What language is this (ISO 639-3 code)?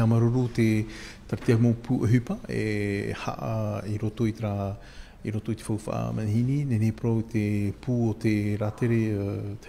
tah